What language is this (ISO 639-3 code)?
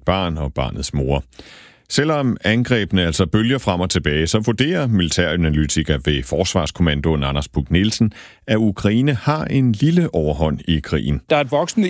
dan